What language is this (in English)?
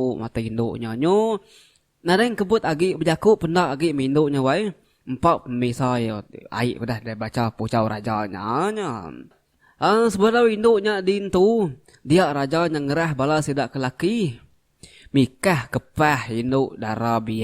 Iban